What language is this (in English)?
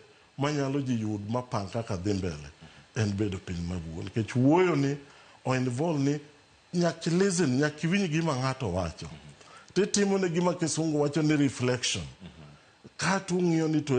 Luo (Kenya and Tanzania)